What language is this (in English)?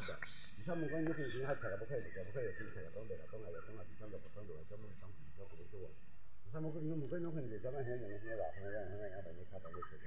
Kok Borok